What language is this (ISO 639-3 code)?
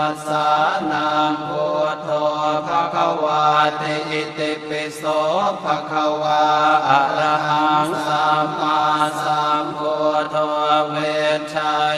pli